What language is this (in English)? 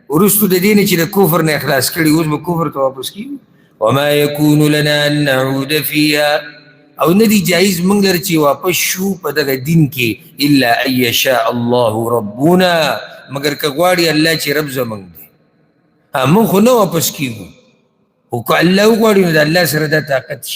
Pashto